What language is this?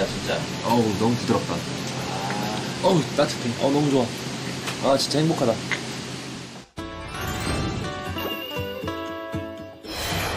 Korean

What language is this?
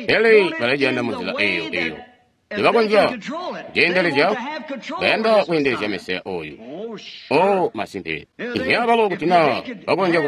Tonga (Zambia)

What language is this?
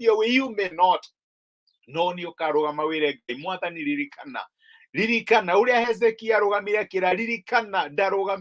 Kikuyu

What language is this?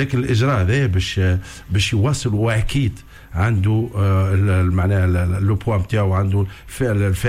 Tunisian Arabic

